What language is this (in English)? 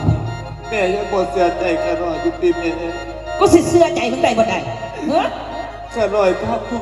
Lao